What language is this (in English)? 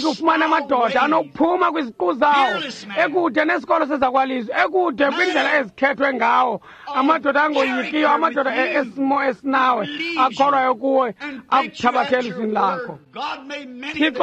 Xhosa